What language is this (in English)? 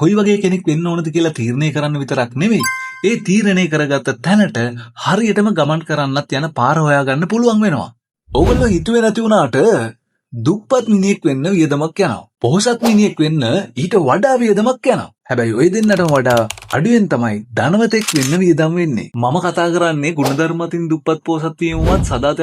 Sinhala